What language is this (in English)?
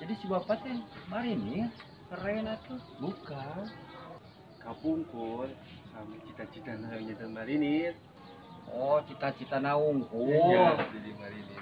Sundanese